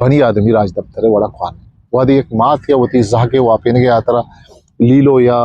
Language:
Eastern Balochi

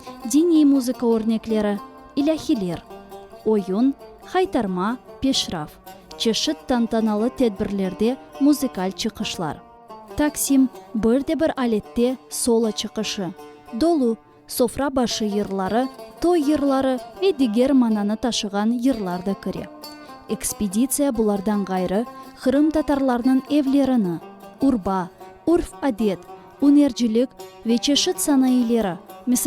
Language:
Crimean Tatar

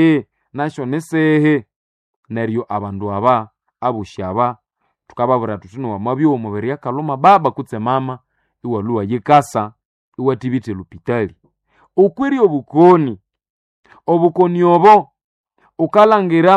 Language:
Nande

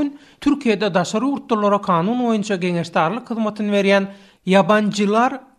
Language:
Turkmen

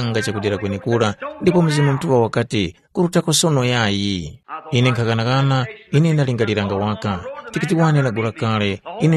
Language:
Tumbuka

